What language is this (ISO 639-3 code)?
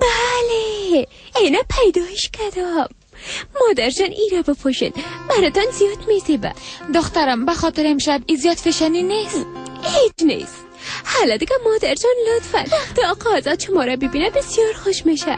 fas